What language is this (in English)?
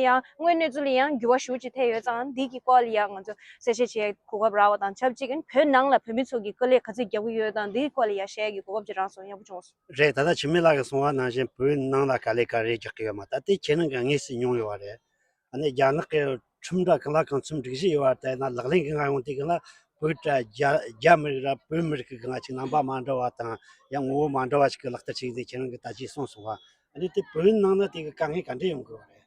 Tibetan